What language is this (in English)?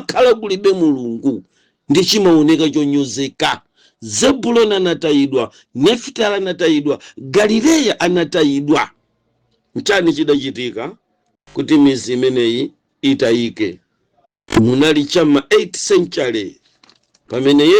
Nyanja